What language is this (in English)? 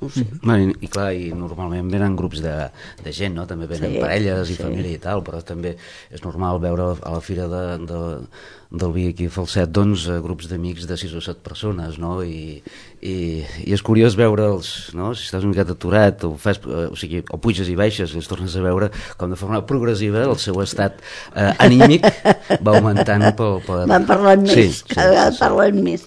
Catalan